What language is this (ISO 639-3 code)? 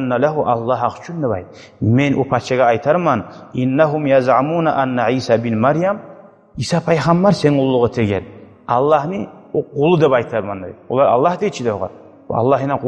kum